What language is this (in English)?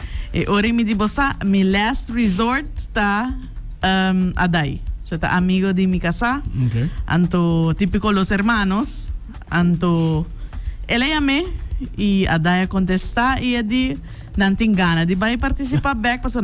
Papiamento